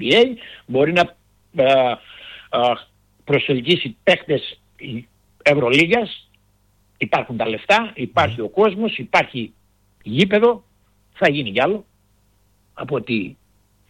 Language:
Greek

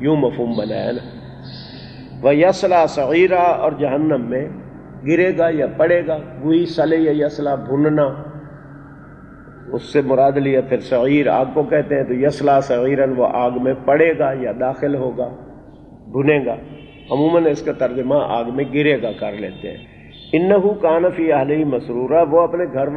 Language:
Urdu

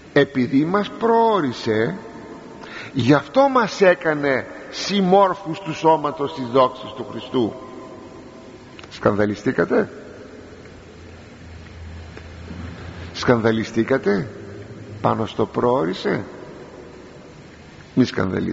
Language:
Greek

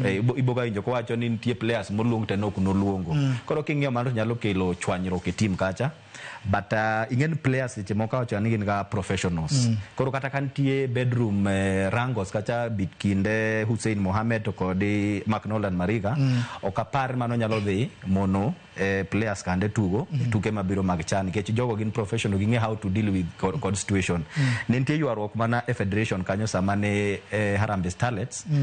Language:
Luo (Kenya and Tanzania)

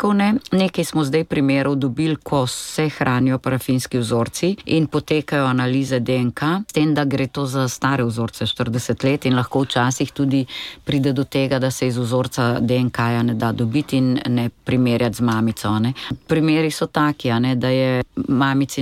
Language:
Slovenian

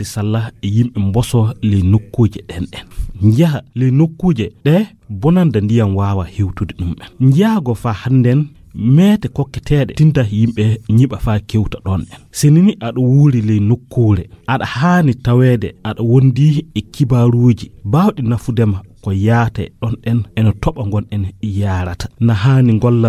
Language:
Nigerian Fulfulde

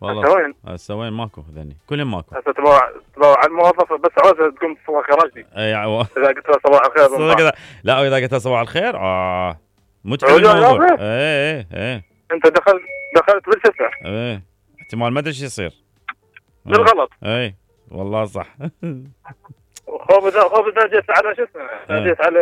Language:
Mesopotamian Arabic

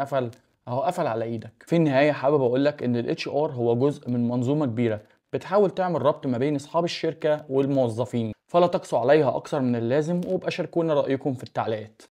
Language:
Egyptian Arabic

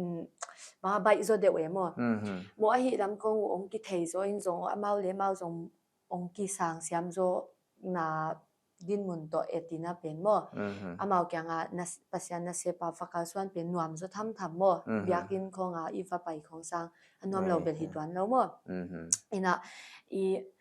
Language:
Paite Chin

